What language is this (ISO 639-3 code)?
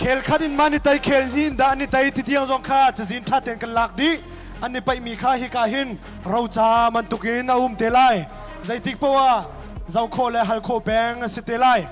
cnh